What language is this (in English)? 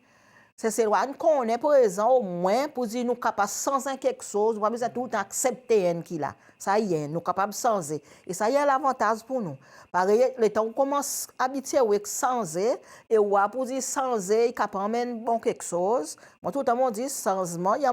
Seselwa Creole French